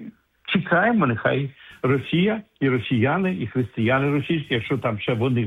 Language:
Ukrainian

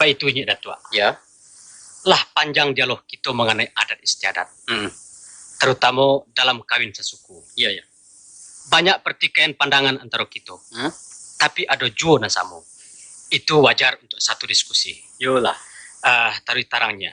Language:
Minangkabau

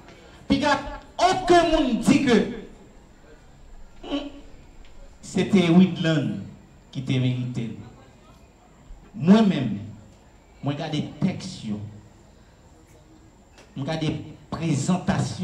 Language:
French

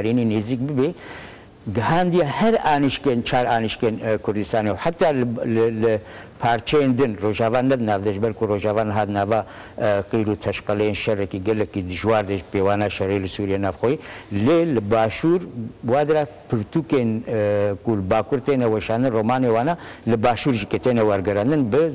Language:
Kurdish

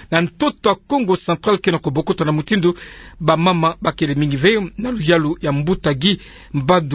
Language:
Kituba (Democratic Republic of Congo)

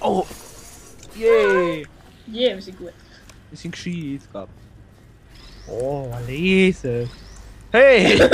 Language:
Swiss German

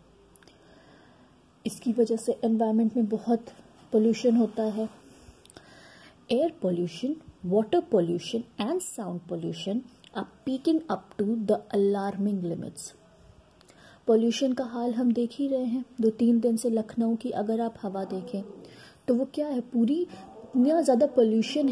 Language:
Hindi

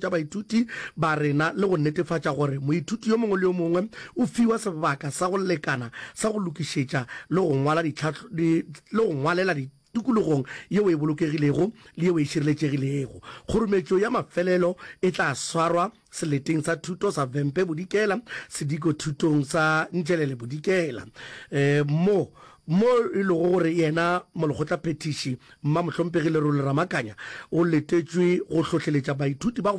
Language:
Northern Sotho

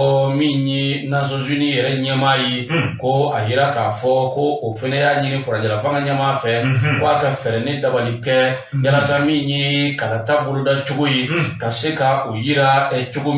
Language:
Bambara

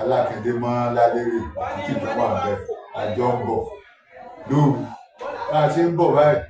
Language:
Yoruba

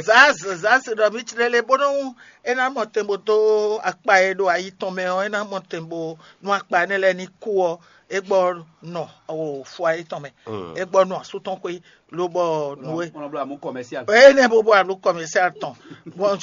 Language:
Fon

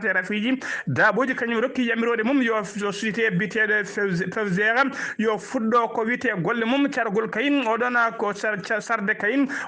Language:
Fula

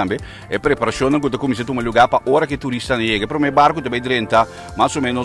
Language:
Papiamento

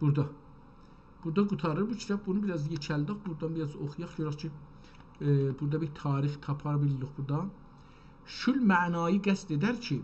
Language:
South Azerbaijani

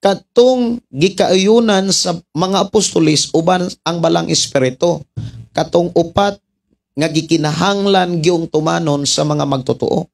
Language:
Cebuano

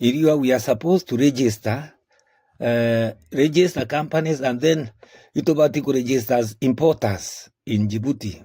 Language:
Meru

